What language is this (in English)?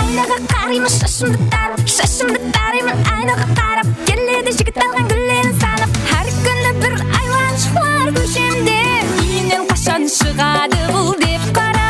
Kara-Kalpak